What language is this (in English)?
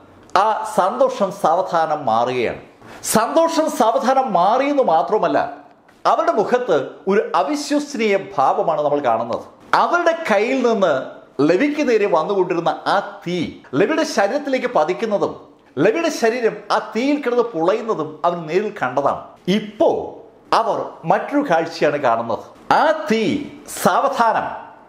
Malayalam